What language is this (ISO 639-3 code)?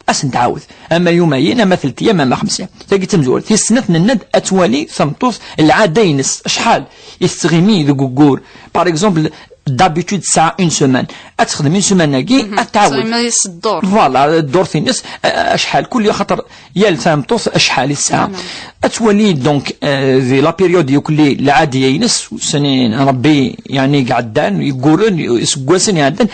kab